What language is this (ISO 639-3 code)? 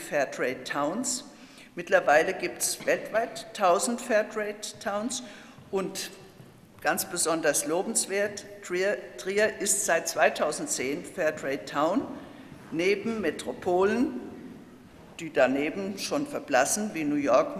deu